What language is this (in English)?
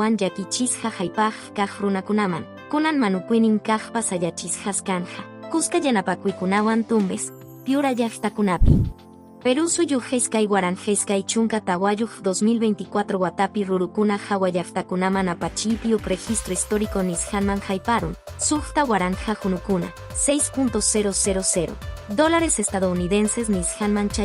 Quechua